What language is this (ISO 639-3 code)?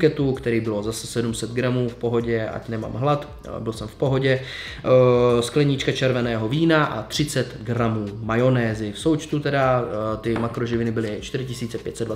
ces